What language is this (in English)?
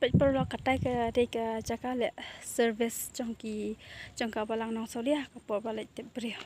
Khasi